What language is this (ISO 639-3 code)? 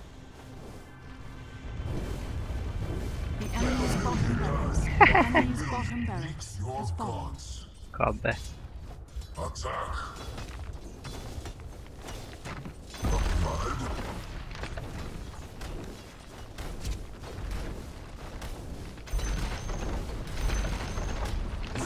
hun